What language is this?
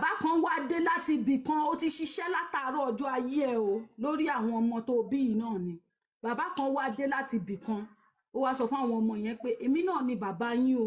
Yoruba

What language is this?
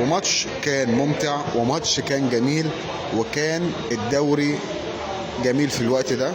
Egyptian Arabic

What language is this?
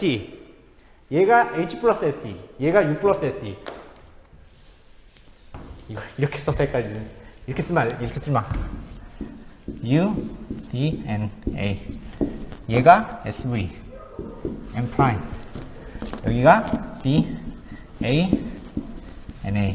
Korean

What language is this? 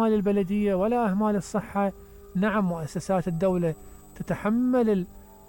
Mesopotamian Arabic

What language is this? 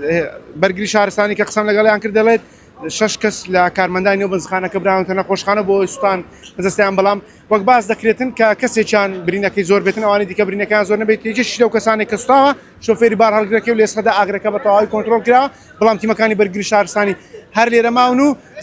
Central Kurdish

